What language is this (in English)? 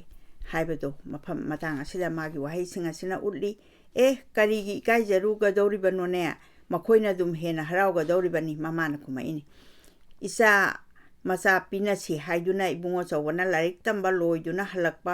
Manipuri